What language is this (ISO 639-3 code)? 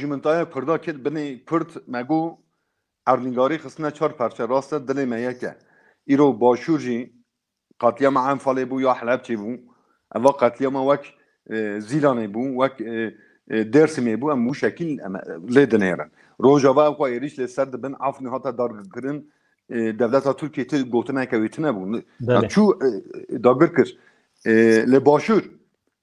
kur